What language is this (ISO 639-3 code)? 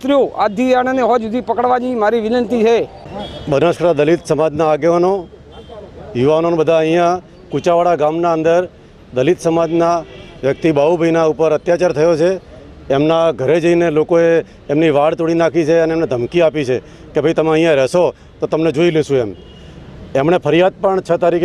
guj